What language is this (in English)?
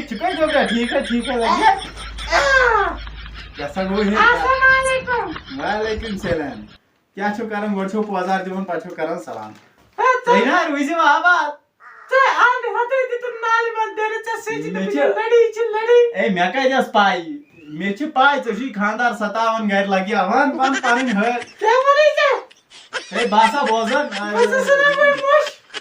Kashmiri